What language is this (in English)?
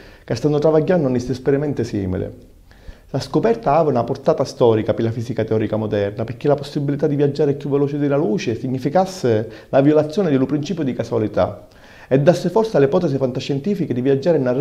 Sicilian